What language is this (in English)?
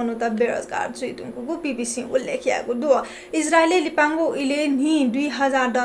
Newari